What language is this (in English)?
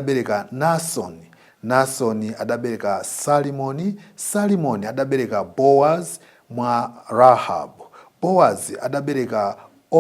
Nyanja